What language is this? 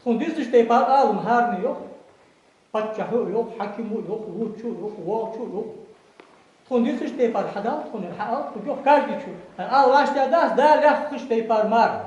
Ingush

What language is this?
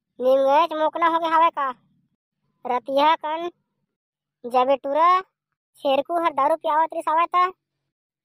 Chhattisgarhi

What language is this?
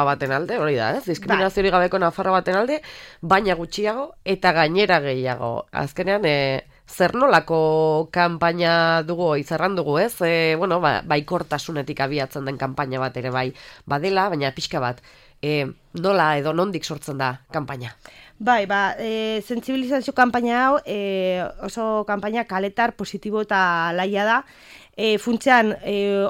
Basque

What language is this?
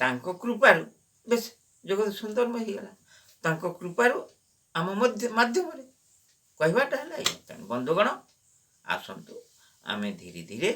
Odia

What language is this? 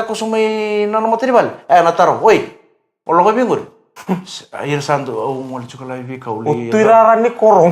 Fijian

